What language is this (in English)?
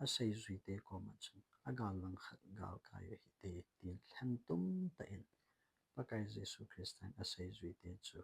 Thado Chin